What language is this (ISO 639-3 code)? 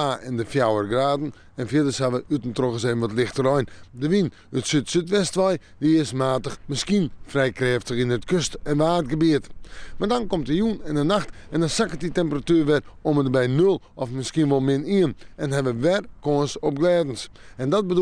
fry